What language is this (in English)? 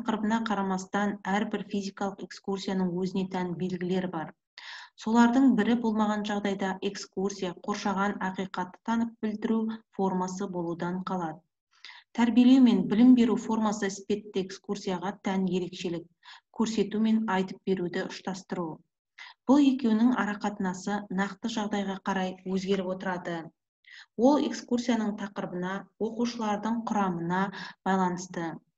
Kazakh